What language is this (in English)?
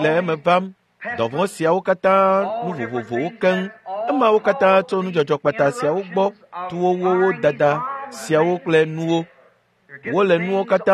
Ewe